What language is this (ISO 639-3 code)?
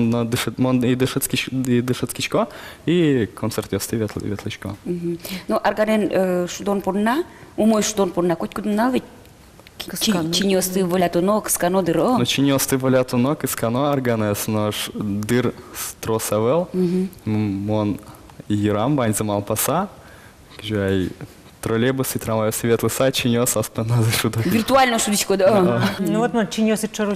udm